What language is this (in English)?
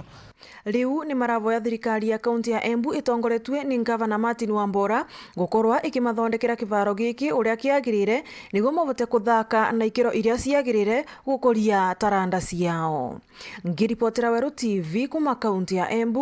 Meru